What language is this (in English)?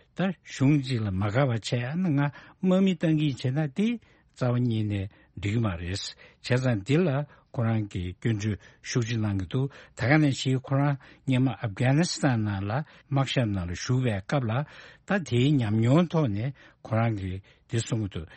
Tibetan